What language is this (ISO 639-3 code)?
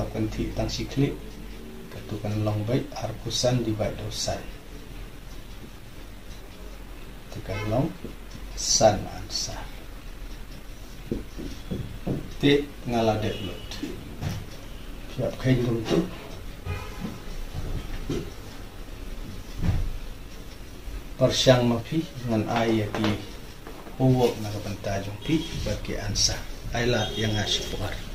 kha